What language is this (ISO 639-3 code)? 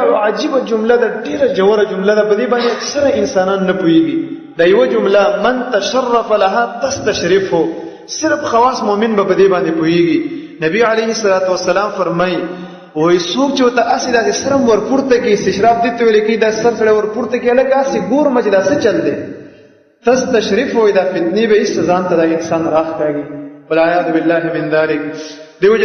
pus